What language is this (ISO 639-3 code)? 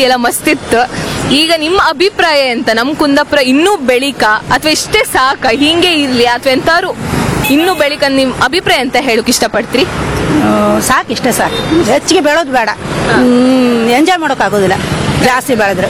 kan